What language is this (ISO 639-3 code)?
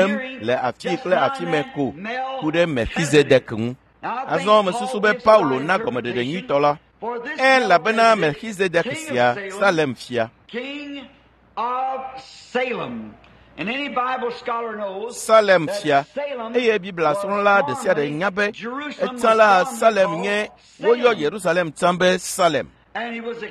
ewe